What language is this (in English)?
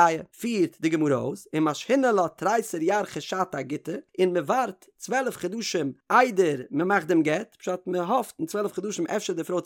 Yiddish